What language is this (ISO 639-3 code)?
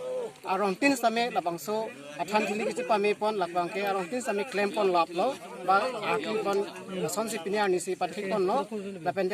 mjw